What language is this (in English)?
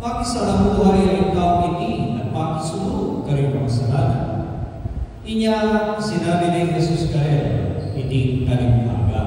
Pampanga